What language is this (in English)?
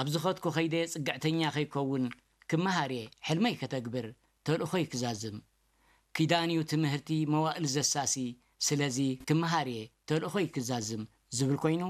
Tigrinya